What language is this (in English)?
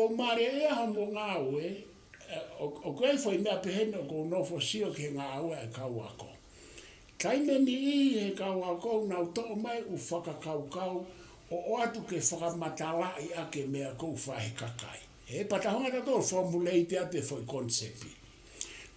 Tongan